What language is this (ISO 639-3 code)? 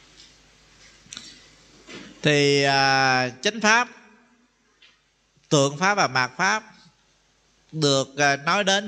vie